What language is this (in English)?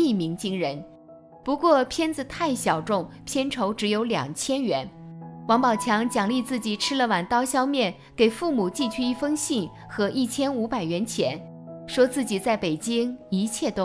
Chinese